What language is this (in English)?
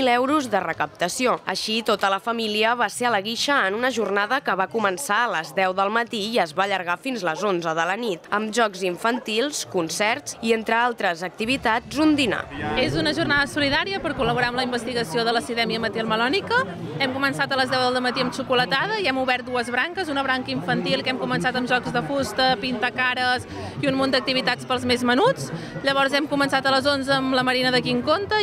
Catalan